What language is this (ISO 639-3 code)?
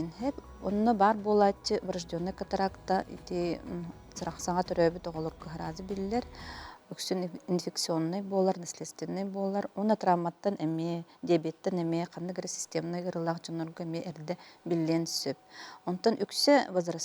sah